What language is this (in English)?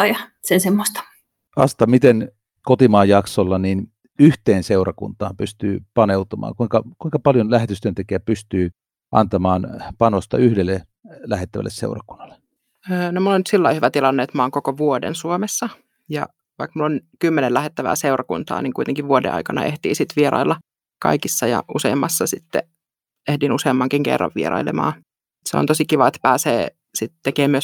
Finnish